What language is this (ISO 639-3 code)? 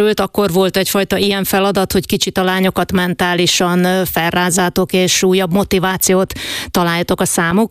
hun